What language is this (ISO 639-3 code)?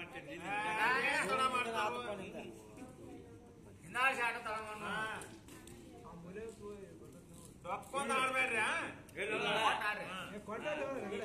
kan